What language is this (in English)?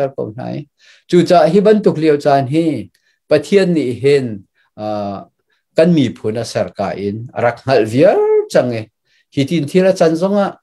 Hakha Chin